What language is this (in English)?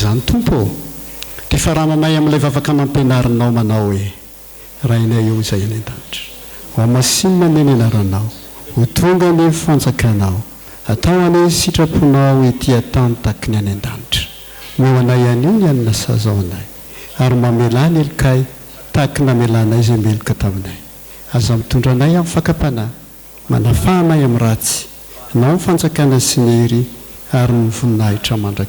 Malagasy